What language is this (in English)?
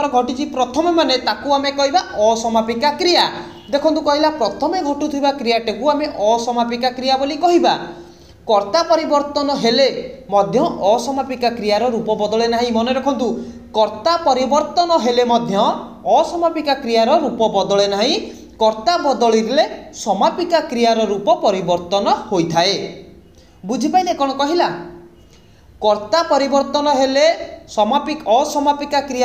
Odia